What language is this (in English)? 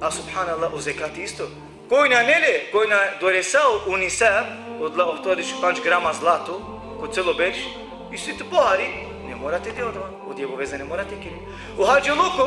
Balkan Romani